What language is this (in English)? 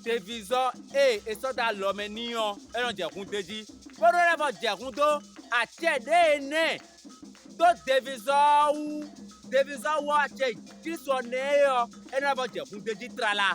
Fon